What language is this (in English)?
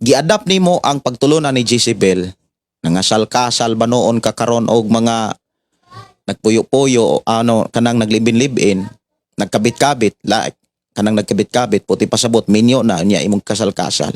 Cebuano